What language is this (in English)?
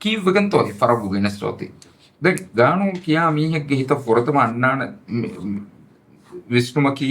Divehi